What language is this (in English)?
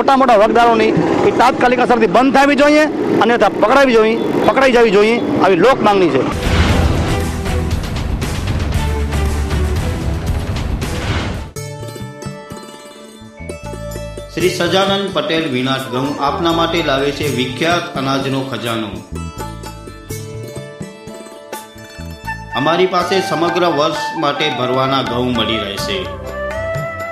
Gujarati